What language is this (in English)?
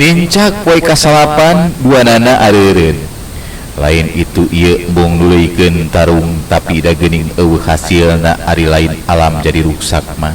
Sundanese